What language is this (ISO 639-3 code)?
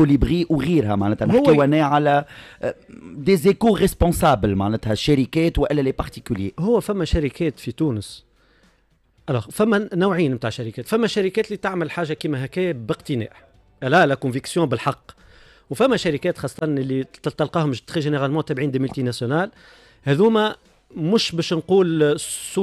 aeb